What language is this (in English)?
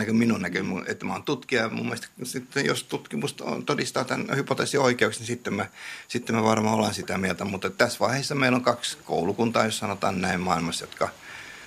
Finnish